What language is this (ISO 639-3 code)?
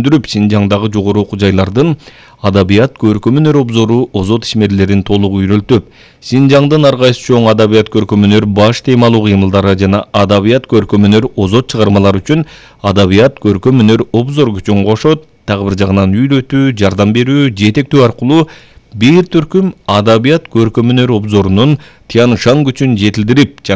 kir